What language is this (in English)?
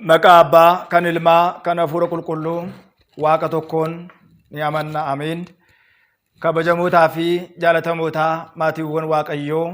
Oromo